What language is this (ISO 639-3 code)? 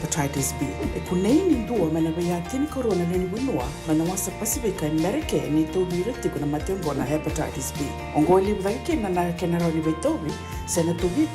fij